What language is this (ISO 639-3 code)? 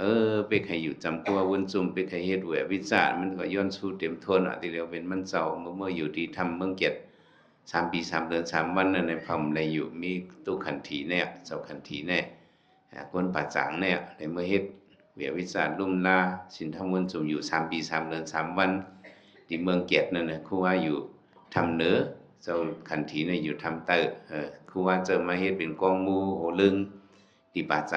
shn